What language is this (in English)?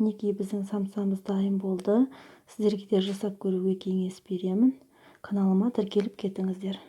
Kazakh